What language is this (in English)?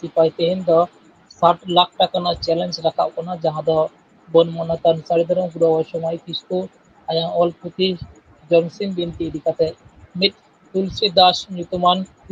Santali